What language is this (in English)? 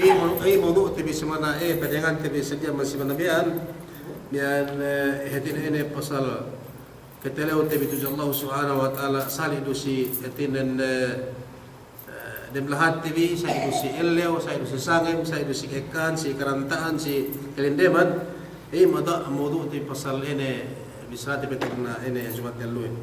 Yakan